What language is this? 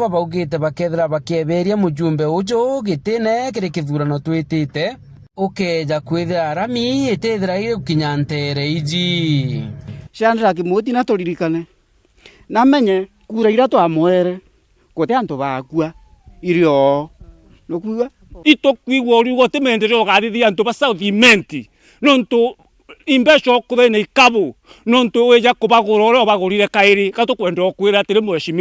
Meru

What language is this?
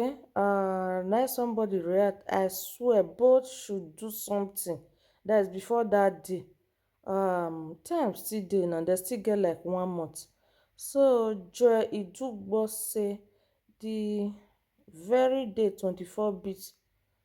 Nigerian Pidgin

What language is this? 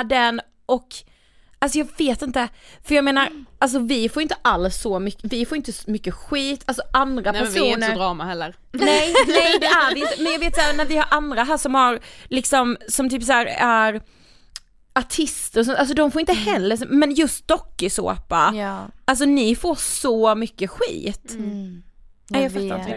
Swedish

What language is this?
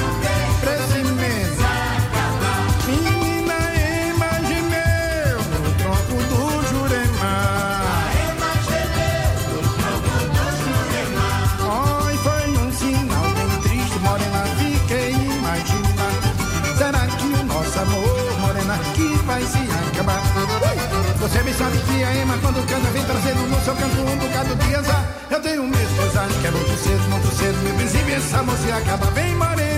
Portuguese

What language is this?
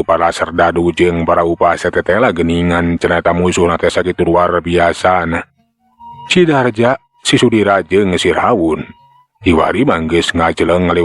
Sundanese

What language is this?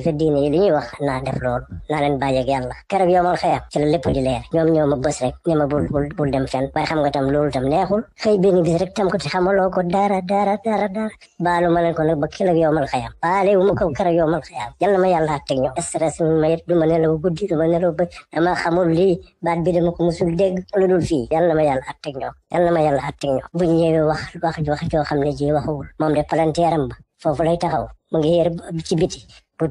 Wolof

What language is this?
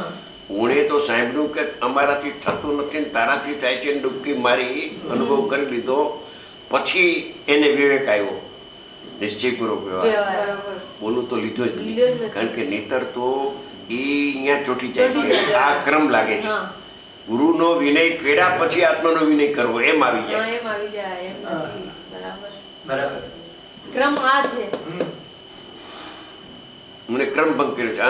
Gujarati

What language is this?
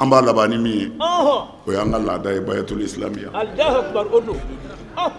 Bambara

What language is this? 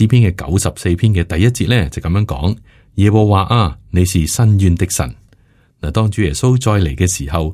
Cantonese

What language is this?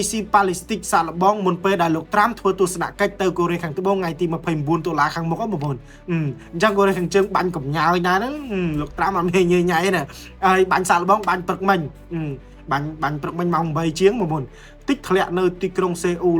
Khmer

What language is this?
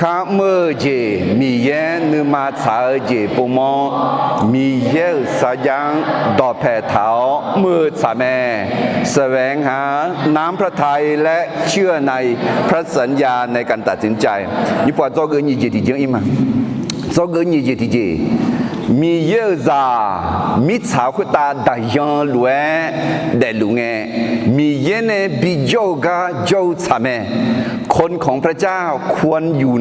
Akha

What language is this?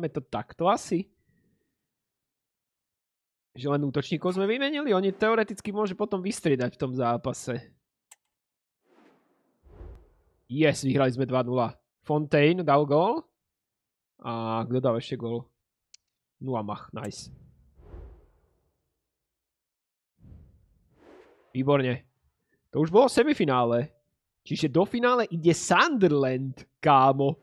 Slovak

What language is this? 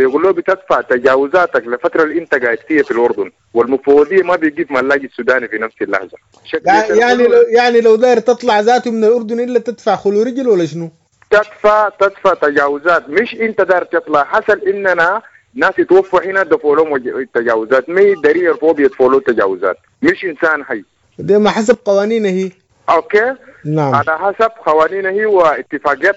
Sudanese Arabic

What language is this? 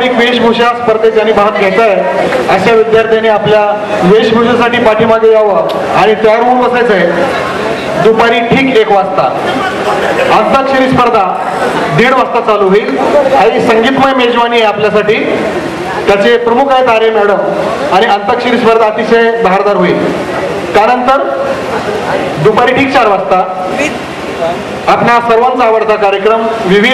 Marathi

